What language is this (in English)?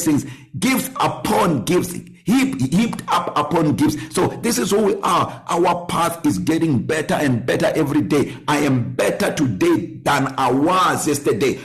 English